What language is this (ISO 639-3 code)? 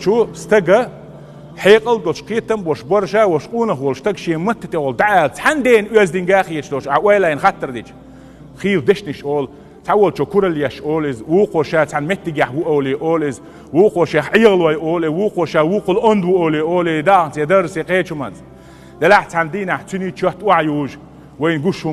che